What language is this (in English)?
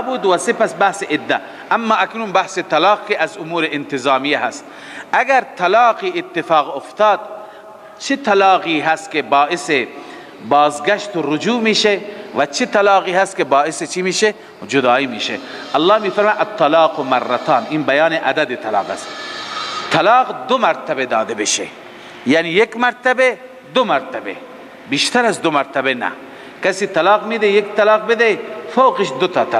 Persian